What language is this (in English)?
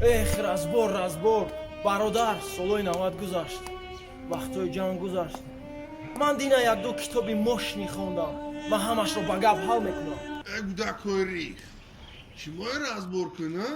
Tajik